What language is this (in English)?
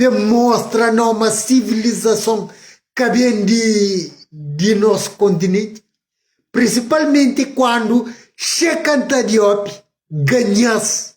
Kabuverdianu